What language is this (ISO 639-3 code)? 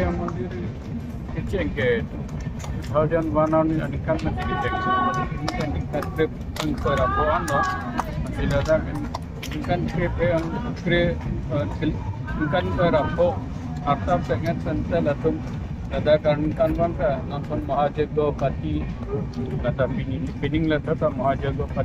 mjw